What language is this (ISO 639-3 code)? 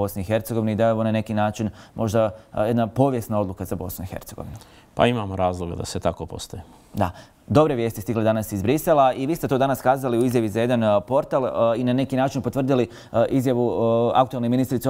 bos